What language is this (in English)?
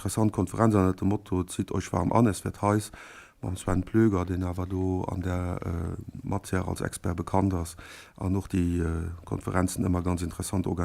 Luxembourgish